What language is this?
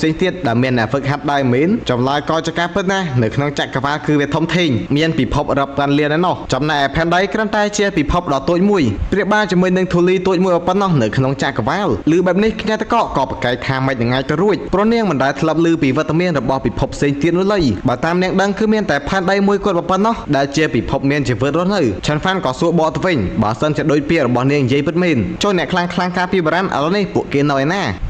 Khmer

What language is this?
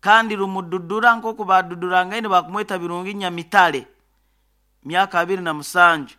Nyoro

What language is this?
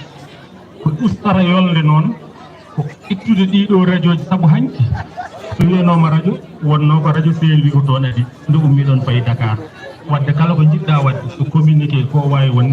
Fula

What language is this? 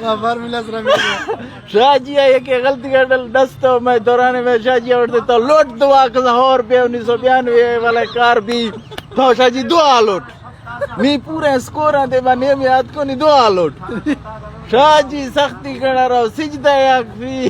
Eastern Balochi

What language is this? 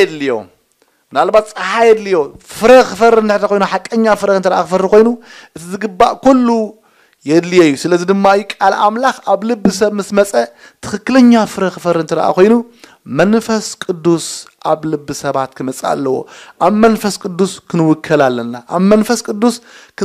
Tigrinya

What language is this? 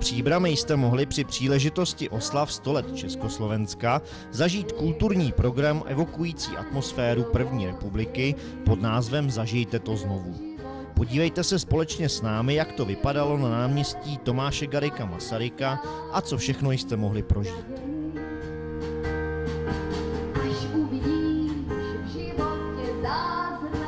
Czech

